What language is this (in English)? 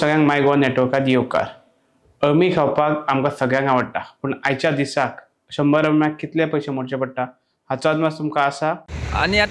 Konkani